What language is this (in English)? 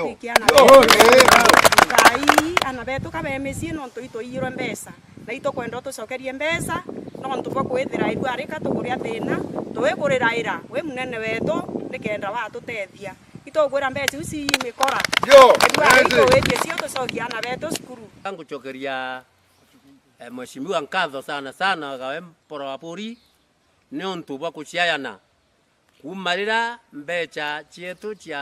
Meru